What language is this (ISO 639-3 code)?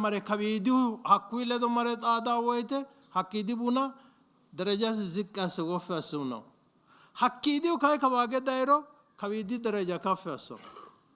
sid